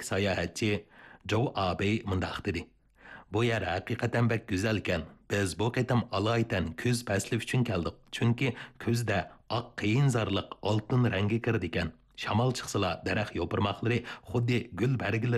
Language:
Uyghur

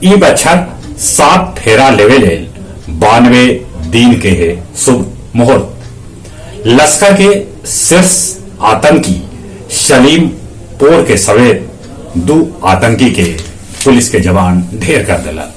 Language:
Magahi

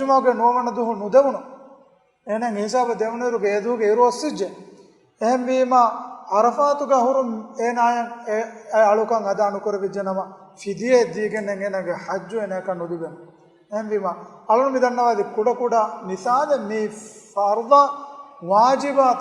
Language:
Divehi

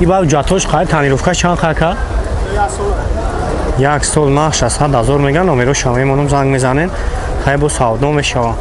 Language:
Tajik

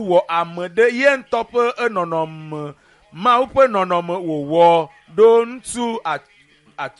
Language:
Ewe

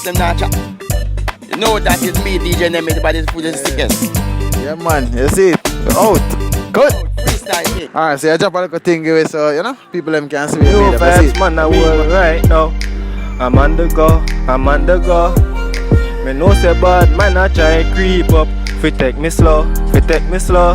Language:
Jamaican Creole English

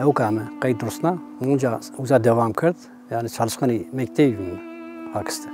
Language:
Zaza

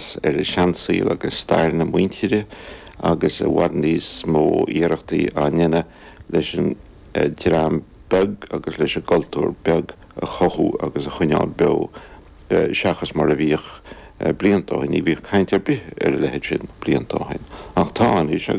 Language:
Irish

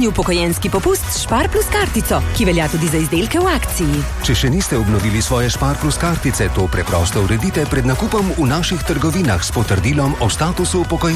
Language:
Slovenian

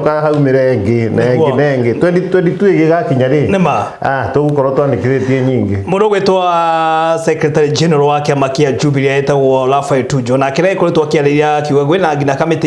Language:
Kikuyu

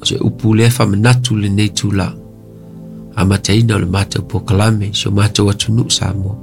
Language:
Samoan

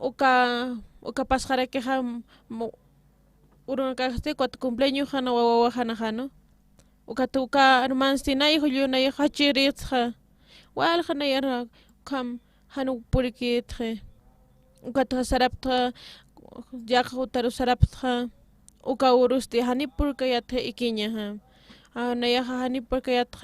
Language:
Aymara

